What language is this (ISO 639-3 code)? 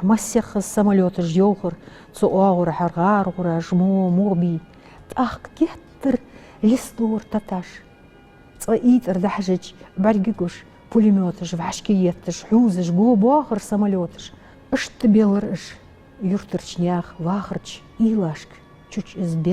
inh